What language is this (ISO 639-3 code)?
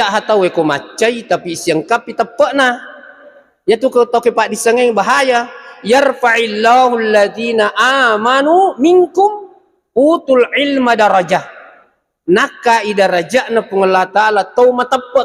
bug